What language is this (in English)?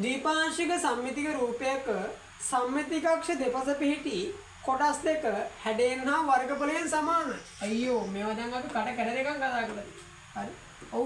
Sinhala